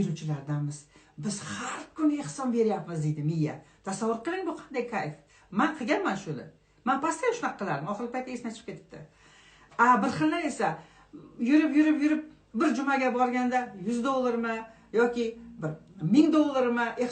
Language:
Uzbek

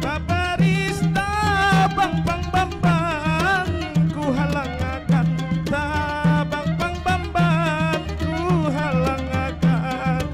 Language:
Banjar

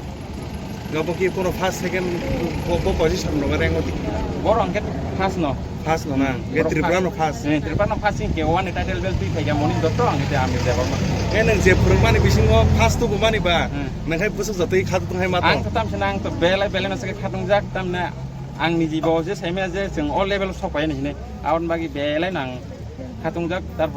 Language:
Kok Borok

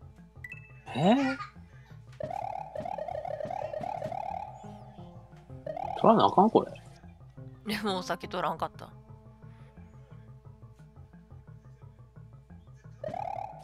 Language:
Japanese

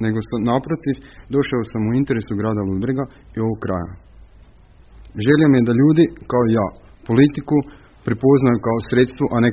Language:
Croatian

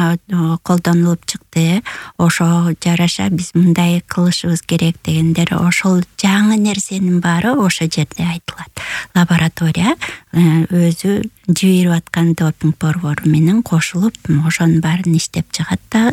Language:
Kyrgyz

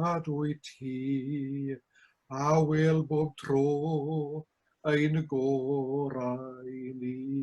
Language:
Welsh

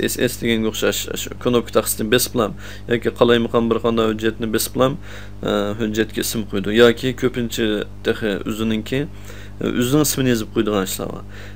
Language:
Uyghur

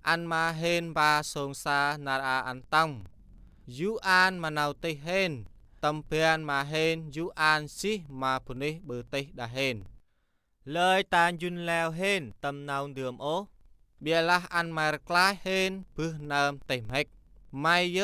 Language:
Central Mnong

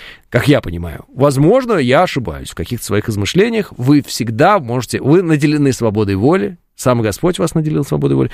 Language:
Russian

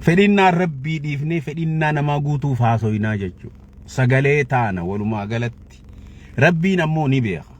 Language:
Oromo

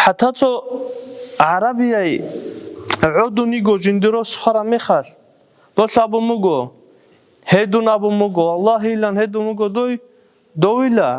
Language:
Avaric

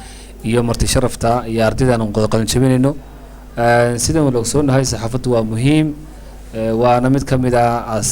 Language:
Somali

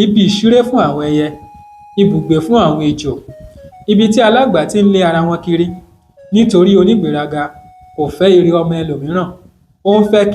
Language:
Yoruba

